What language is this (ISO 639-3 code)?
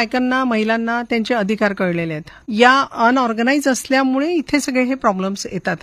mar